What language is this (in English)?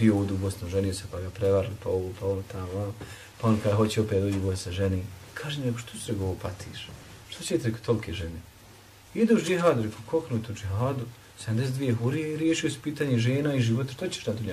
Bosnian